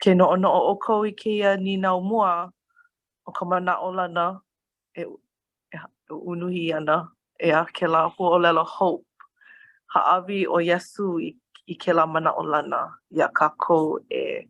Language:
Hawaiian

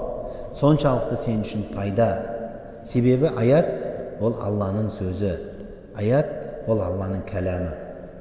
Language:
Kazakh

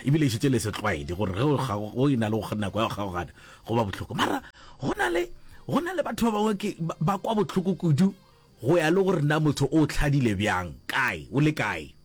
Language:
Northern Sotho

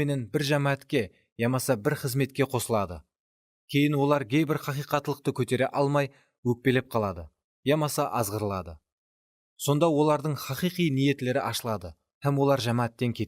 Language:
Kara-Kalpak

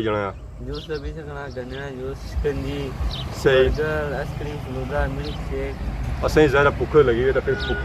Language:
Pahari-Potwari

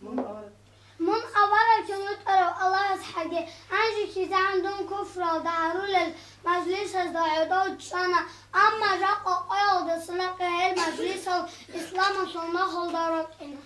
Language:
Avaric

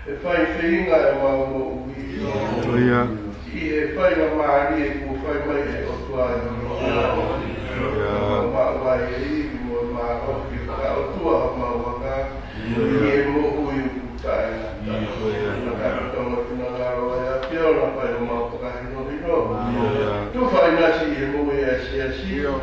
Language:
Tongan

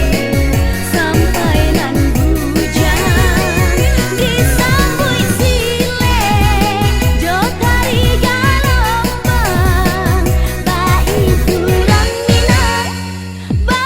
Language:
Minangkabau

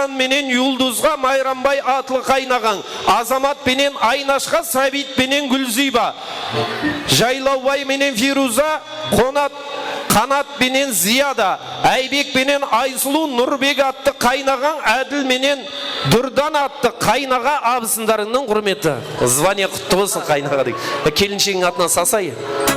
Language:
Kara-Kalpak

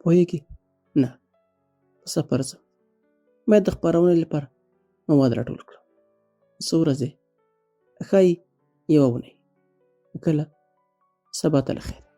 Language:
Pashto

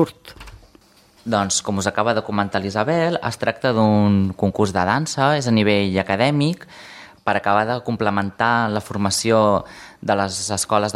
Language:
Catalan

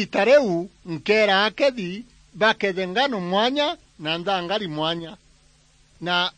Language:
Meru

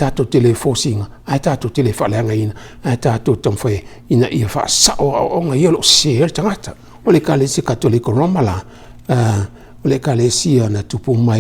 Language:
Samoan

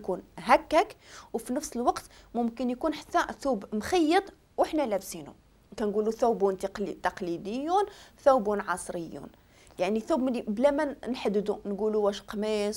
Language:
Moroccan Arabic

